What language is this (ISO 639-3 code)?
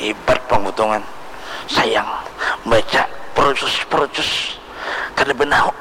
bjn